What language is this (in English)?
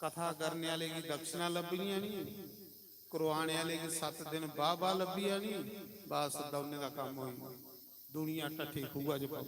Dogri